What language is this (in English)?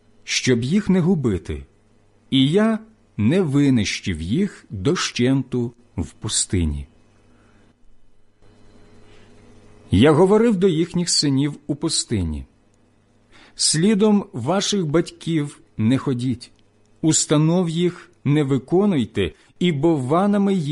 Ukrainian